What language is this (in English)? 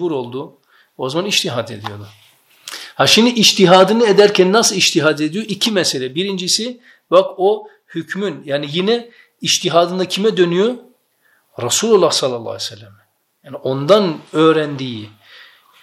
Turkish